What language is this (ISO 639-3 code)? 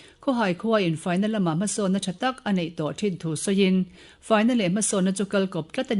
lus